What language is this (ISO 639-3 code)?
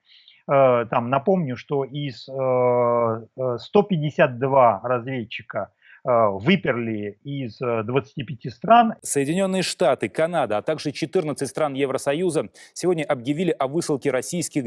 rus